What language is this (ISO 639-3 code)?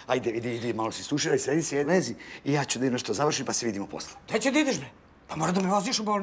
srp